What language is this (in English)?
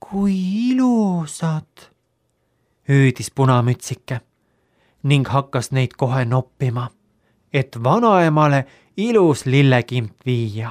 Estonian